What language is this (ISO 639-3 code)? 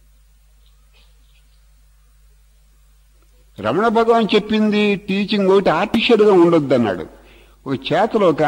tel